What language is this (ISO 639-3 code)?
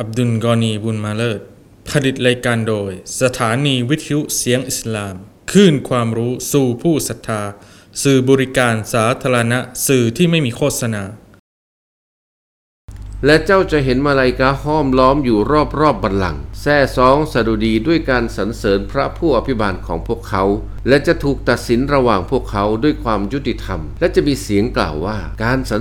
tha